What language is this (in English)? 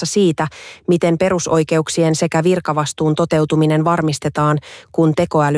Finnish